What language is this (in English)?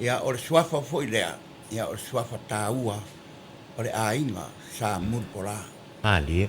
Samoan